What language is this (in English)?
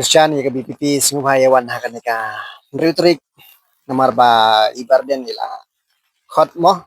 Khasi